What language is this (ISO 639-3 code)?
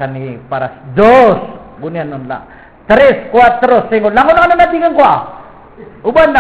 mrw